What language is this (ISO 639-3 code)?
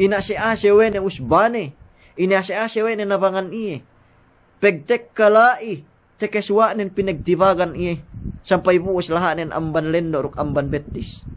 yka